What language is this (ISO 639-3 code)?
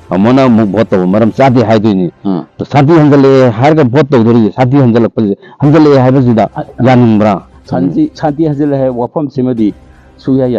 mni